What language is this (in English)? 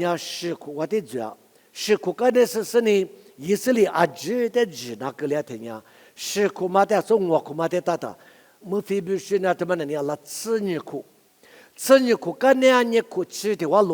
Lisu